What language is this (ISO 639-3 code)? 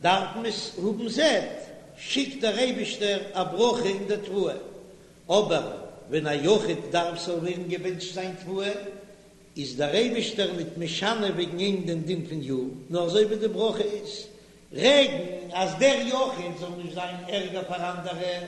yid